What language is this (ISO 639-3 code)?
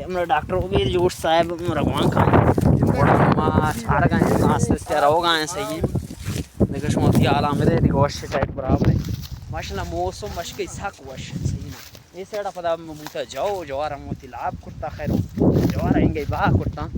bal